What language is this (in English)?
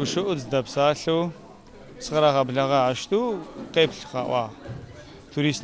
Adyghe